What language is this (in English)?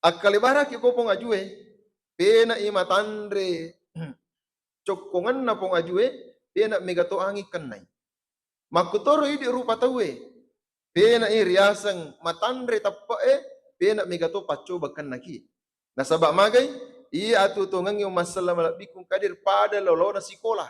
Buginese